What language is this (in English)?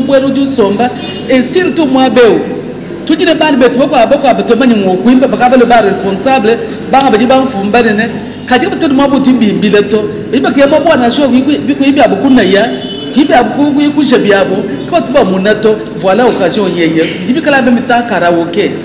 Luba-Lulua